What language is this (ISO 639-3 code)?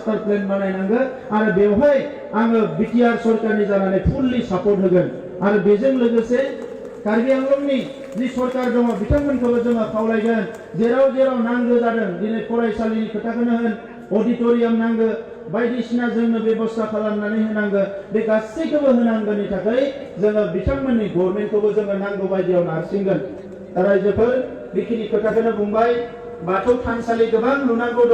brx